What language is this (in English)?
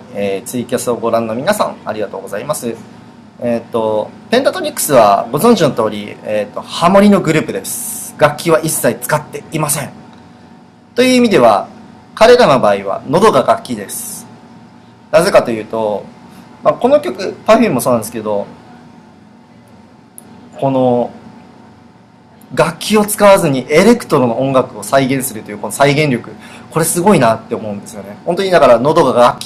Japanese